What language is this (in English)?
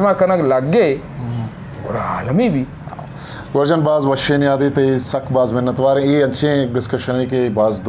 Eastern Balochi